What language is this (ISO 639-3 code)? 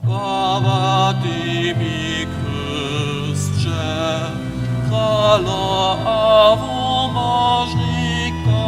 hsb